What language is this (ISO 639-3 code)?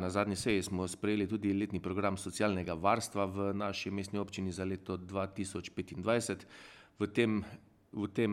slv